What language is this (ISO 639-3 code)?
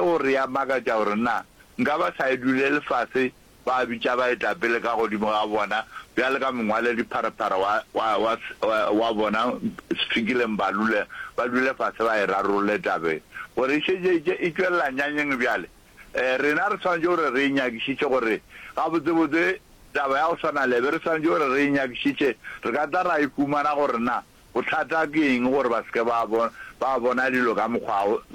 nso